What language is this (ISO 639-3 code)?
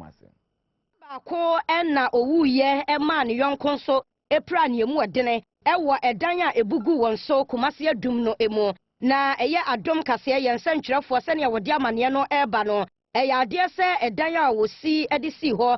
aka